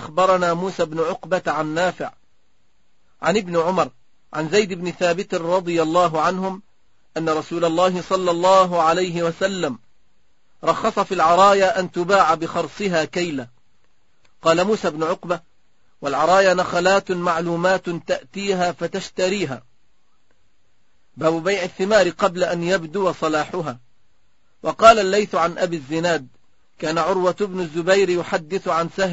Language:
Arabic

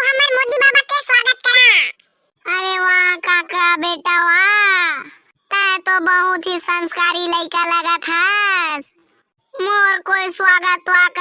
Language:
Chhattisgarhi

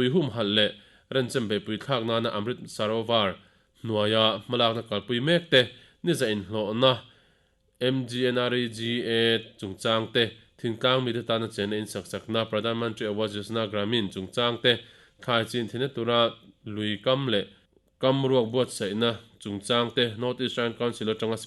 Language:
Mizo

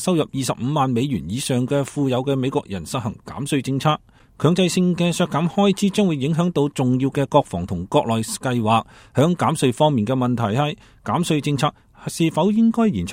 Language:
Cantonese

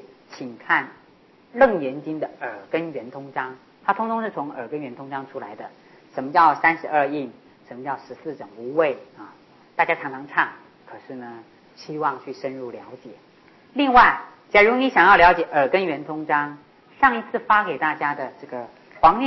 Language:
Chinese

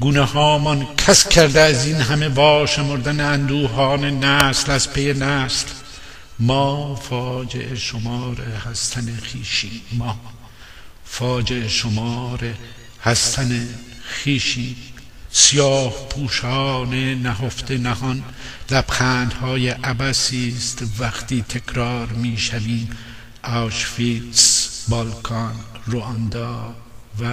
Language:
Gilaki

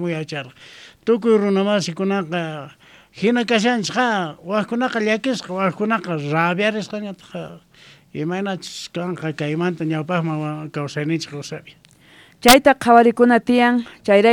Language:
South Bolivian Quechua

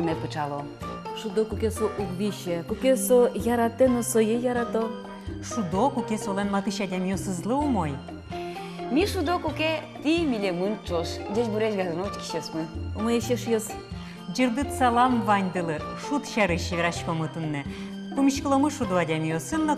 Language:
Udmurt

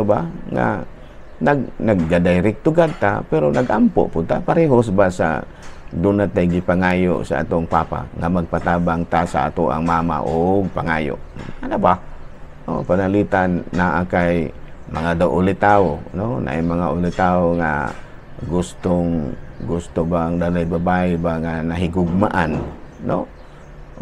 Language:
Cebuano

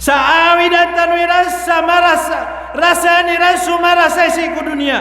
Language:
Maranao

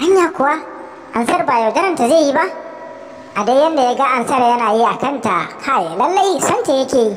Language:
Hausa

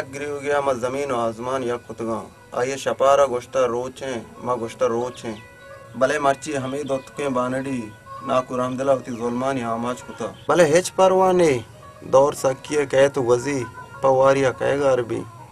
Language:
Baluchi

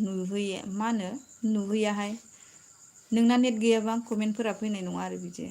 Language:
Bodo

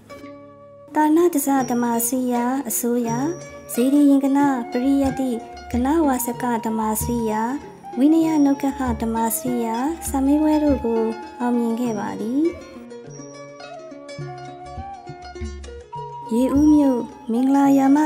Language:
Burmese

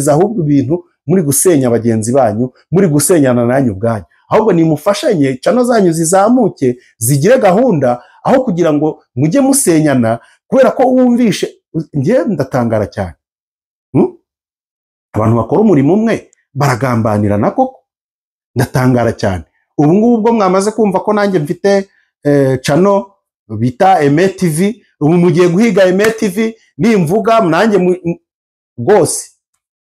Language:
Kinyarwanda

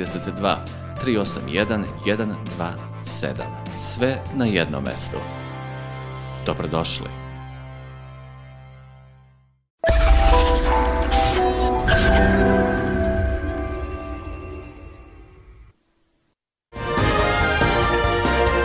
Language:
Serbian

